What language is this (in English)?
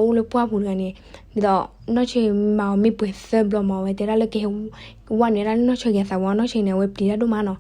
S'gaw Karen